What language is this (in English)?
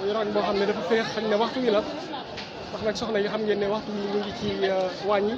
Wolof